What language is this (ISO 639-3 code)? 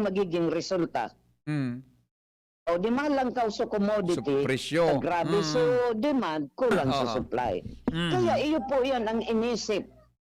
bik